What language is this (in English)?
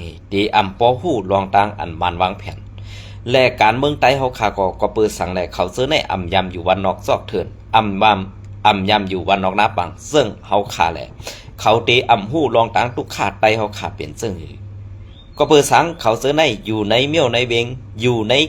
Shan